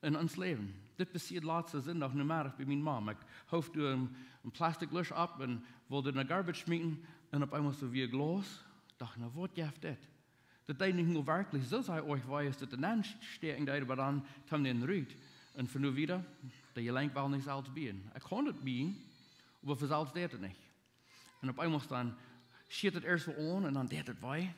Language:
Plautdietsch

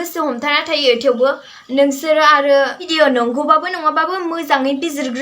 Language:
Bodo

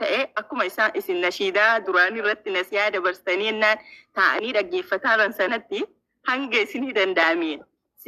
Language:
Oromo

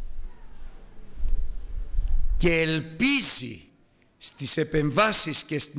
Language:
Greek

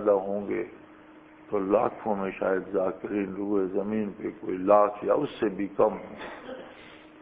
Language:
Urdu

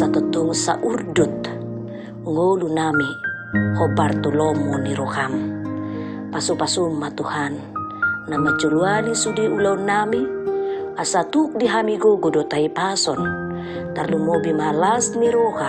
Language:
Batak Toba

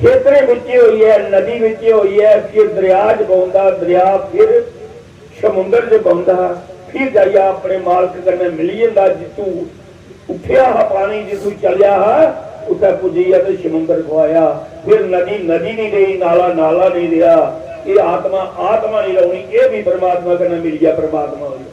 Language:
Dogri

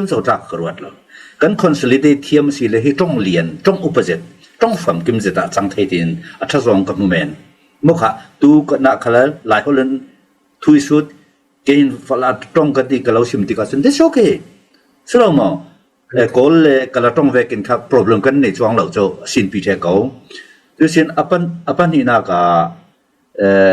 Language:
Falam Chin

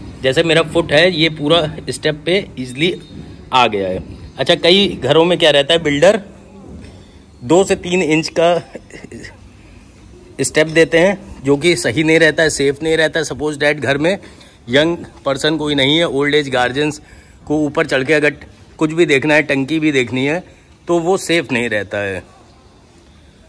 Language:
Hindi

